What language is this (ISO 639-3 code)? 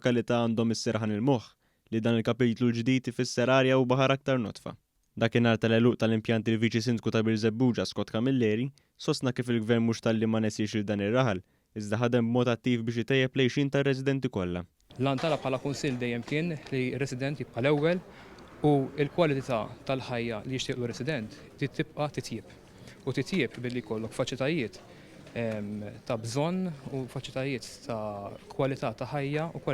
mlt